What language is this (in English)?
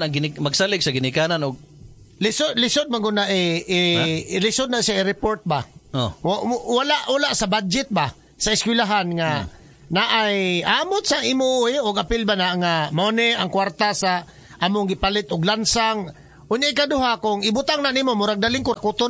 Cebuano